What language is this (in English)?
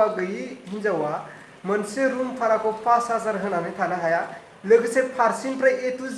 Bodo